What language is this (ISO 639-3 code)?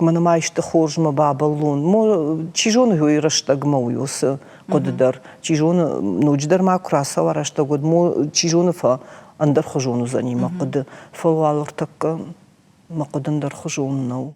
oss